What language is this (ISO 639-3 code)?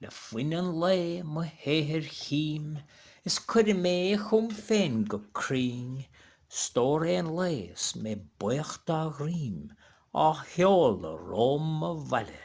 gle